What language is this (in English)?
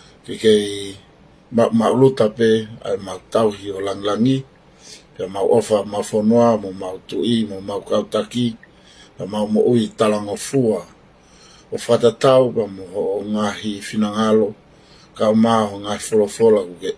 Tongan